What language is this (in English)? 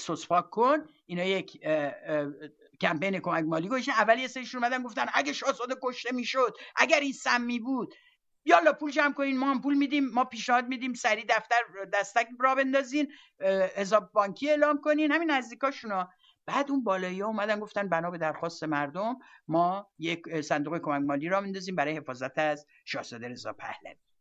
Persian